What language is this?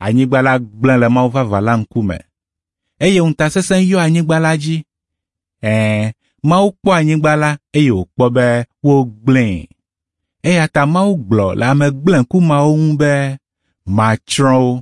Ewe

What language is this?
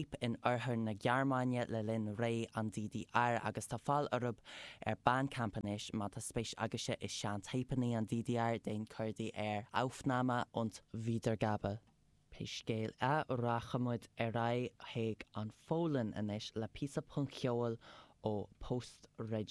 Irish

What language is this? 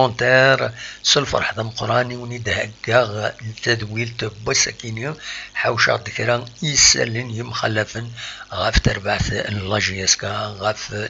Kabyle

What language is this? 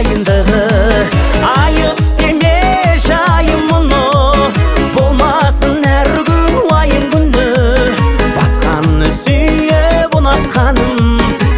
Kazakh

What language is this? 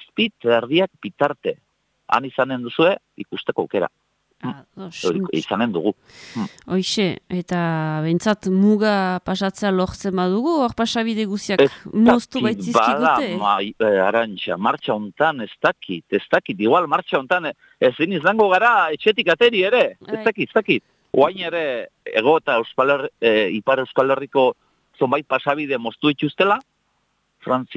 Basque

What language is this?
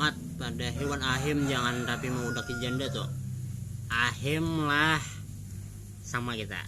Banjar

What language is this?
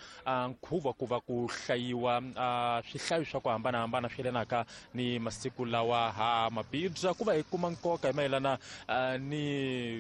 Tsonga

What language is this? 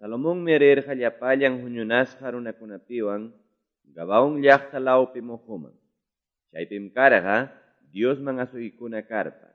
Quechua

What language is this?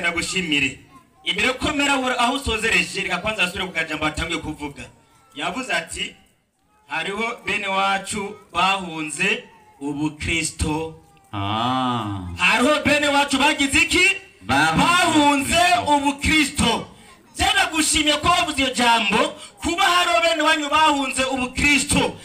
Rundi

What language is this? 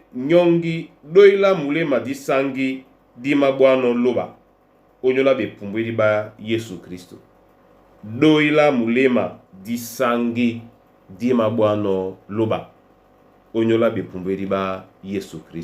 Duala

